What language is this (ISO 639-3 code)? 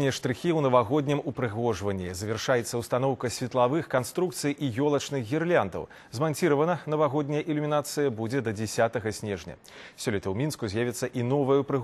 bel